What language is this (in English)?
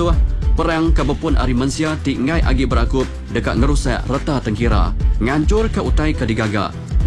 Iban